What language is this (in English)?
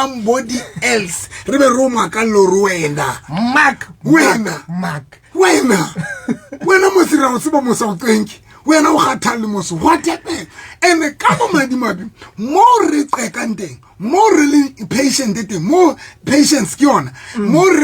Southern Sotho